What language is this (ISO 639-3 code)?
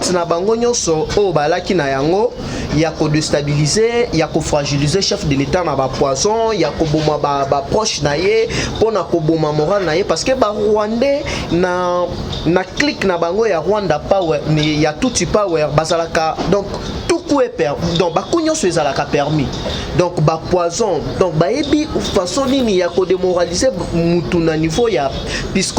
lin